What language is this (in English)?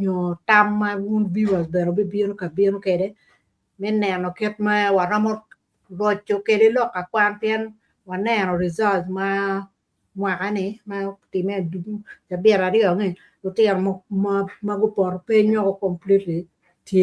Acoli